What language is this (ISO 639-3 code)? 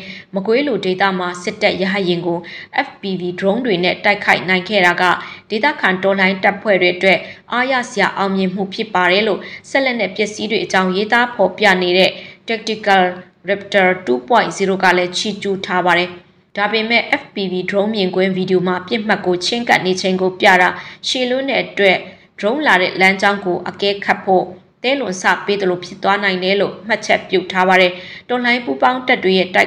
mya